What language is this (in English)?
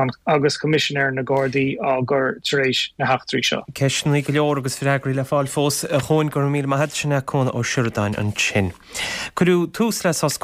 Irish